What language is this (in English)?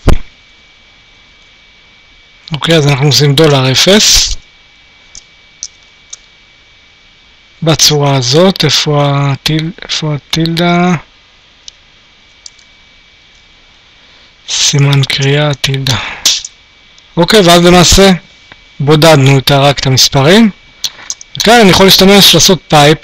Hebrew